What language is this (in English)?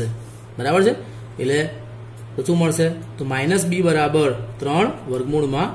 Gujarati